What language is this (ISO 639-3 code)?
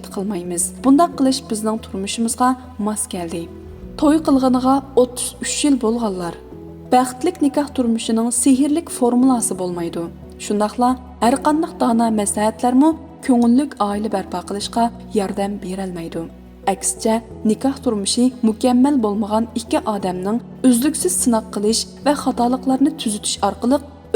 uig